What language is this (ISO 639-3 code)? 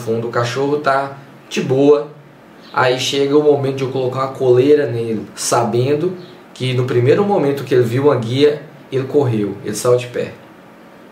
por